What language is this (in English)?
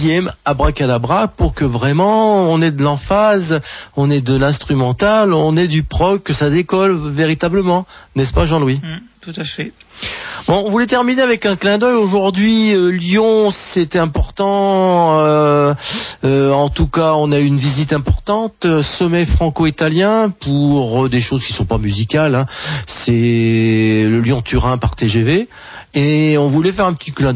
French